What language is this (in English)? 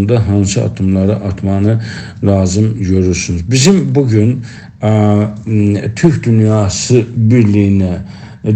South Azerbaijani